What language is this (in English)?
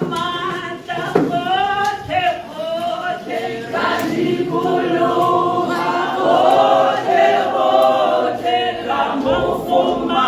Tswana